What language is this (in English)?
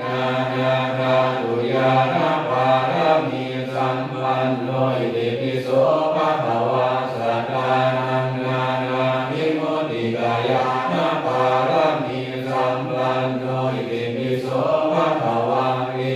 Pali